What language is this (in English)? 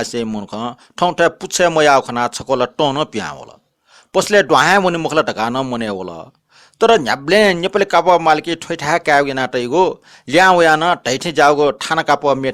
Newari